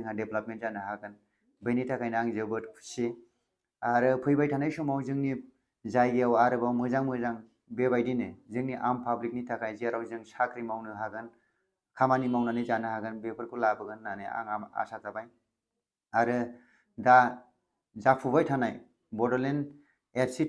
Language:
Bodo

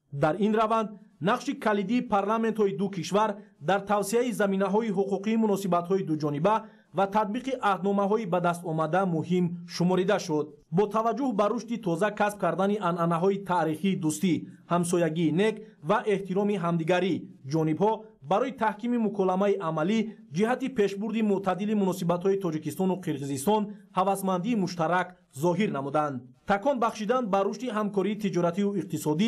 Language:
Tajik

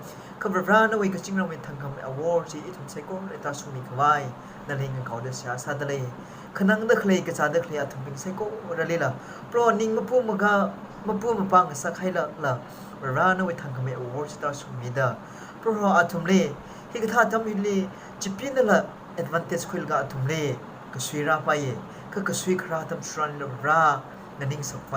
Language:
Tangkhul Naga (India)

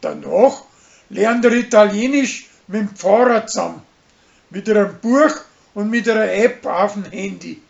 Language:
Bavarian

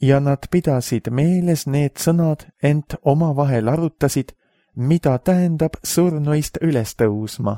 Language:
Estonian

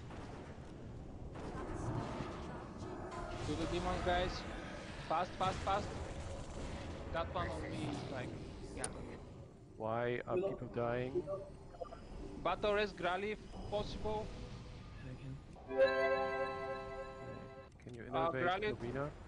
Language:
English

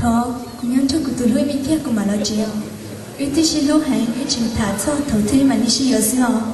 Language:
Hmong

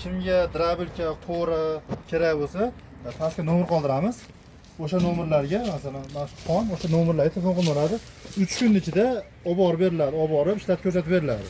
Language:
Uzbek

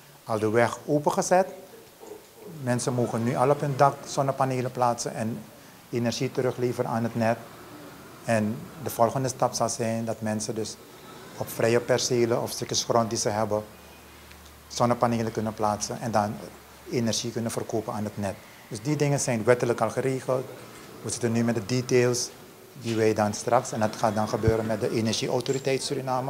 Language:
Dutch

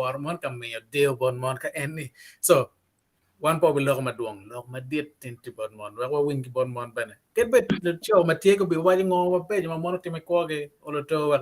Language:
Acoli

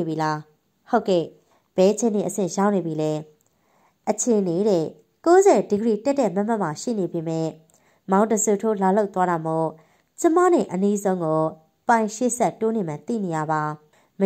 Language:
Burmese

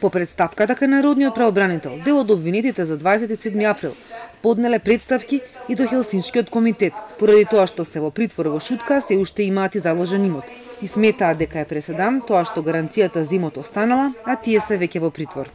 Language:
Macedonian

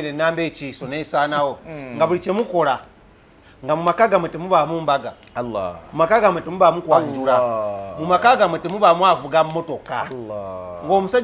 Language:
Ganda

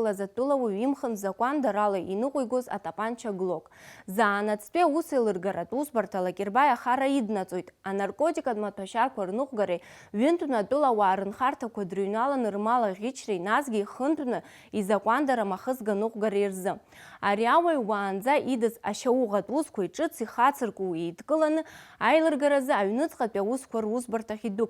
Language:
Abkhazian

